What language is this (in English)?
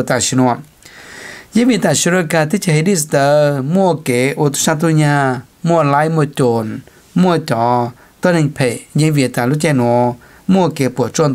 Vietnamese